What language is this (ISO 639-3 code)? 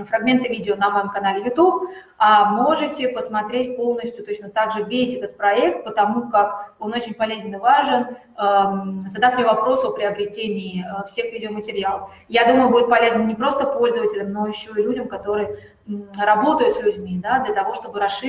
rus